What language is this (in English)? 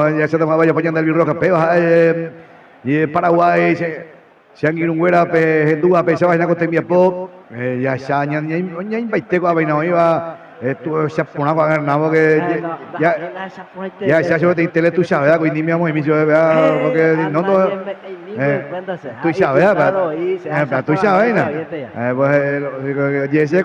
Guarani